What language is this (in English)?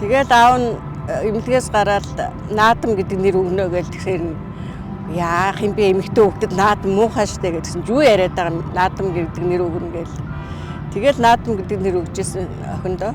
Mongolian